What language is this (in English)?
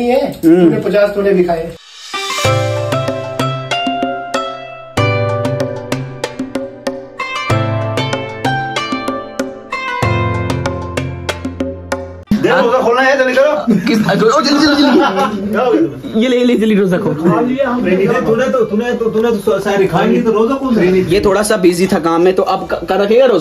Hindi